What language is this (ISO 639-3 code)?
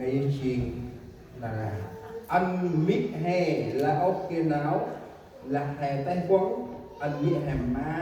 cmo